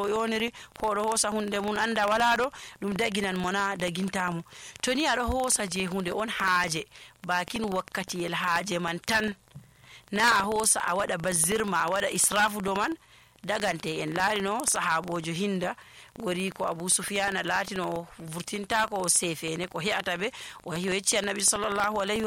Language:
Nigerian Fulfulde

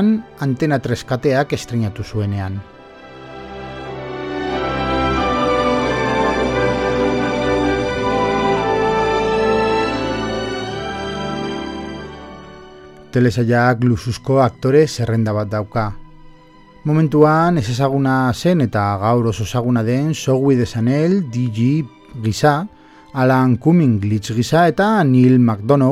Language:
Basque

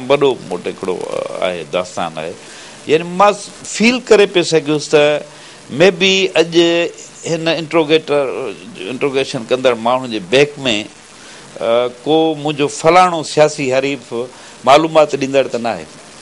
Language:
Sindhi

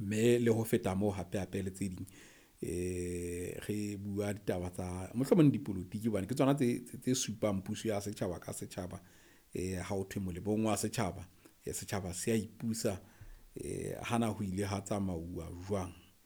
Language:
Southern Sotho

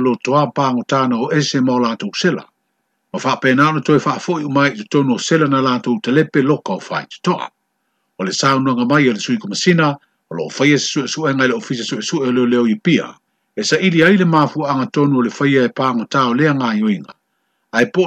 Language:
Samoan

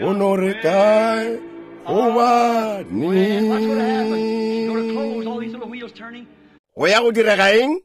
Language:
Northern Sotho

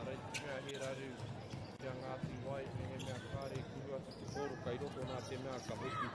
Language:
Māori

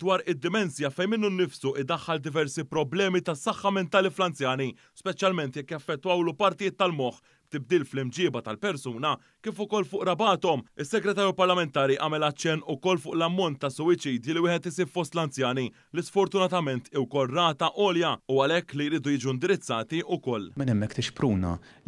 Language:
Maltese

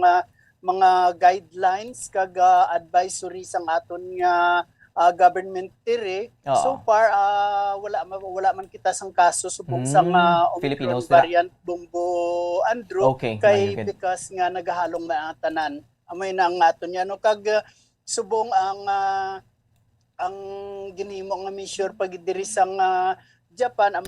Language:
Hiligaynon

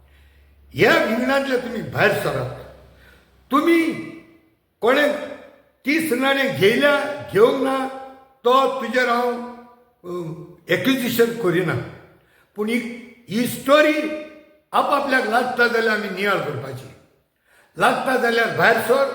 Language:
Konkani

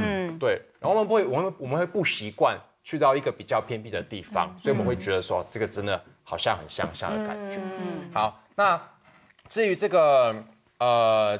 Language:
Chinese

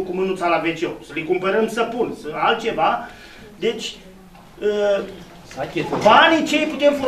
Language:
Romanian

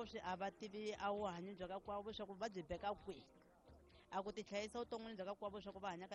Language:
Tsonga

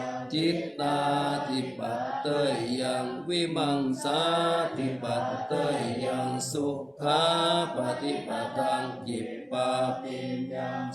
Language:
Pali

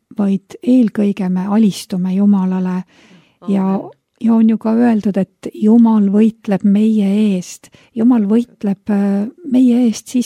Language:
Estonian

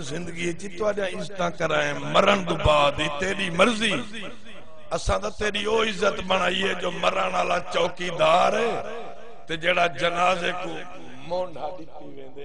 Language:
Saraiki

